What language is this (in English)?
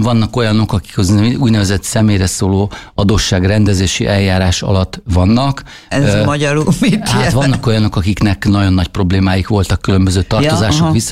Hungarian